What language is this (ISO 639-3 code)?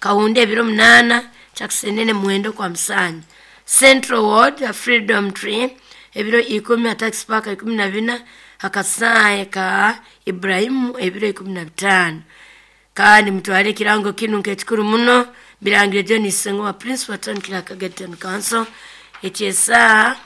nyo